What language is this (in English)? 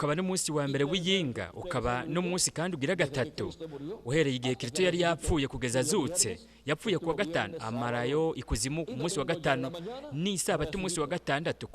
Rundi